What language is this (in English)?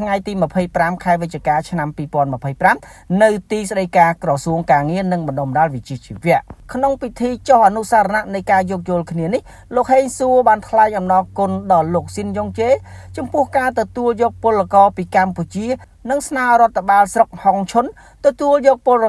Khmer